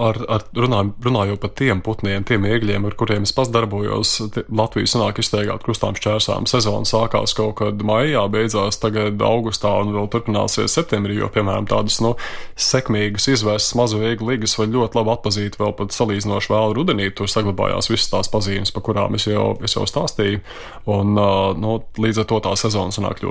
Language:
Latvian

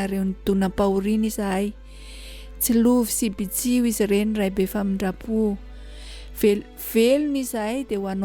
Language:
Malagasy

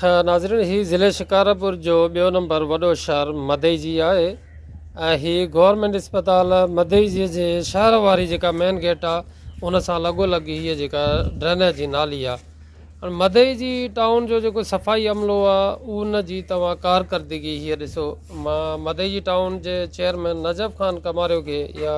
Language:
Sindhi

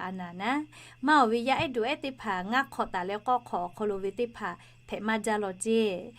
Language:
Lahu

